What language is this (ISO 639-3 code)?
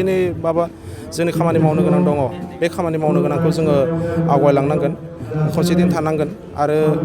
brx